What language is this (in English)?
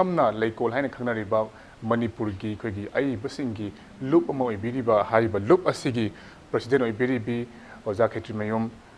Manipuri